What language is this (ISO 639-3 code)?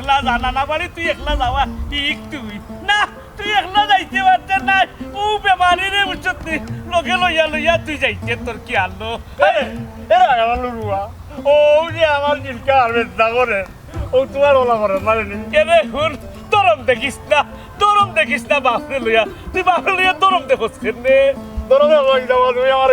syl